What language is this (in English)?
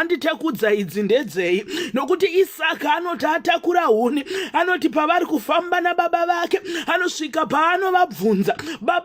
Shona